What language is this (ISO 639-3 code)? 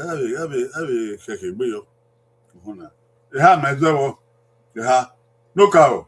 bin